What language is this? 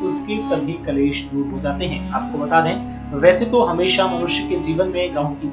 Hindi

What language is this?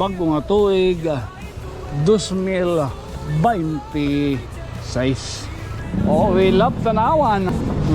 Waray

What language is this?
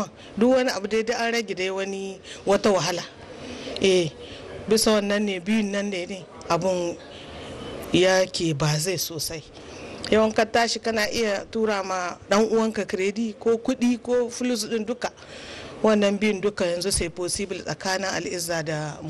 Hausa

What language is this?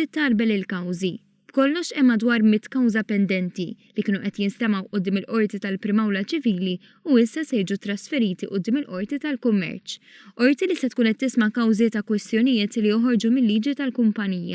Maltese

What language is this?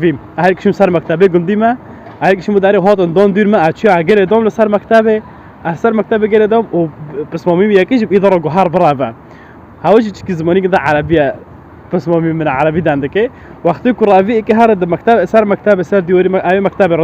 Kurdish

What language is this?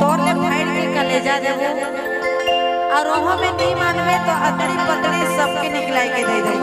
Sadri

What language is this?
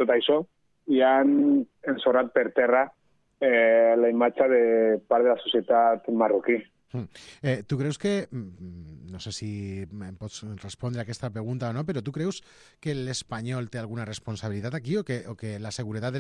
Catalan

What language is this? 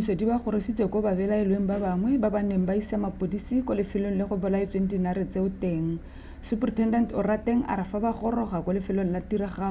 Tswana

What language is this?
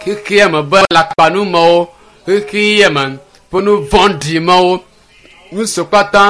Ewe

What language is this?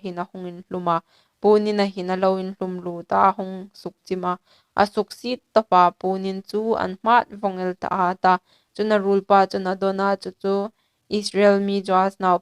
Hmar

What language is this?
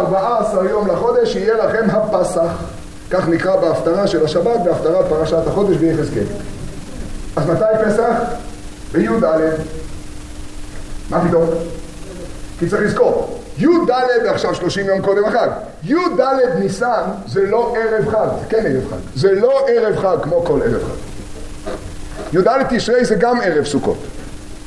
Hebrew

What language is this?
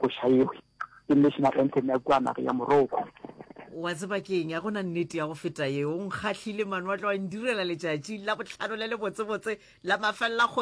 Northern Sotho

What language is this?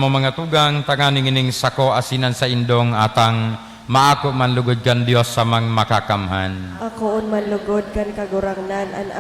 Bikol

